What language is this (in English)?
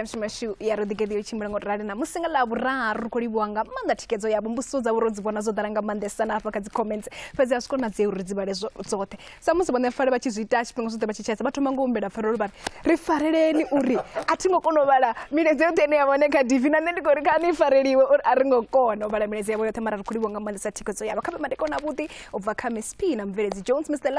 Venda